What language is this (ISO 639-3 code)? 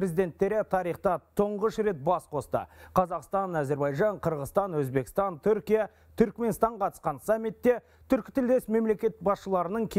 kaz